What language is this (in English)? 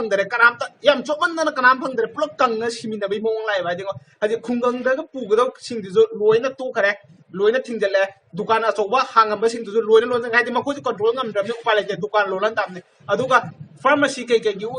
Manipuri